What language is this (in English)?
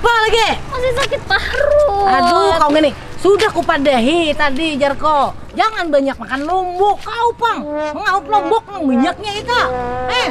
Banjar